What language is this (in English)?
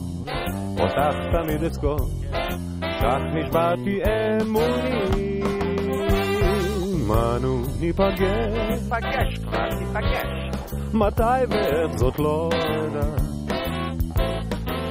Hebrew